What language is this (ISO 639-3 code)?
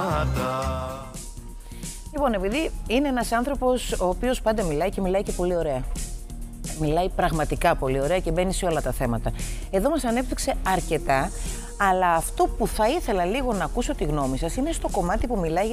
ell